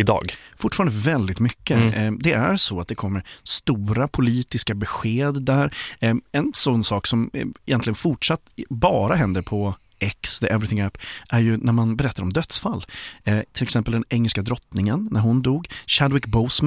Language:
Swedish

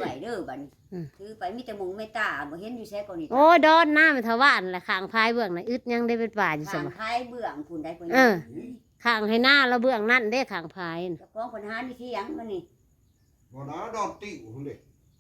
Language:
Northeastern Thai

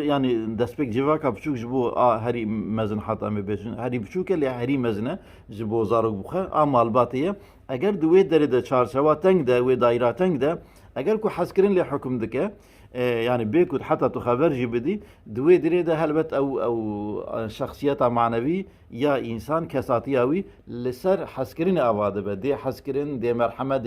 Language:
Kurdish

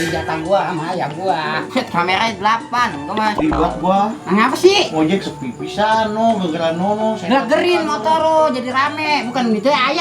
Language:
Betawi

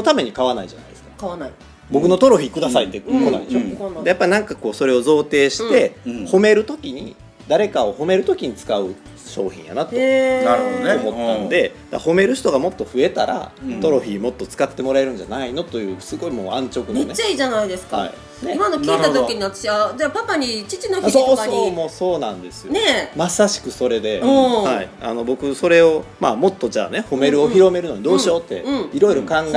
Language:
Japanese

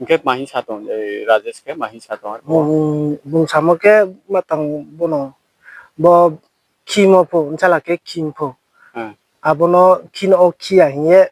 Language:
Riang (India)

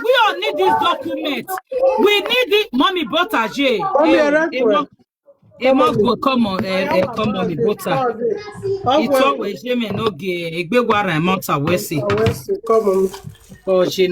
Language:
Nigerian Pidgin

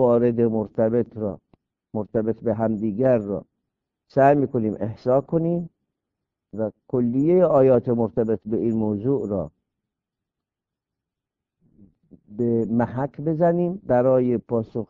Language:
Persian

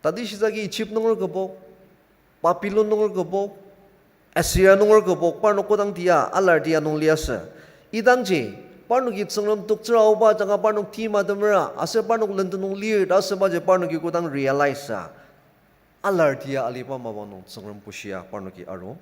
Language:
Ao Naga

